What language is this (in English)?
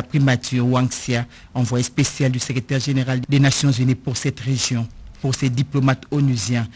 French